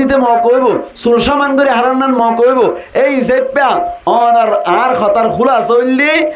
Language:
Rohingya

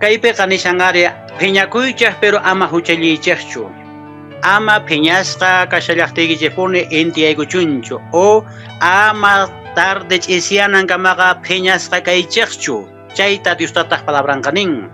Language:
Quechua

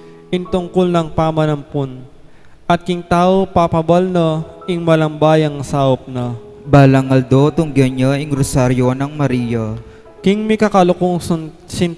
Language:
Pampanga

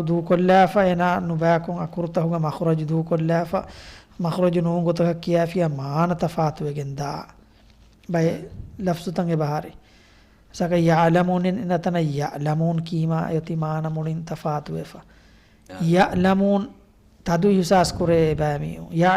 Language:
Divehi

